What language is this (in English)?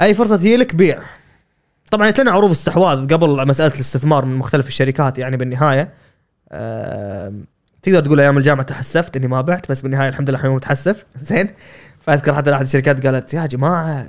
Gulf Arabic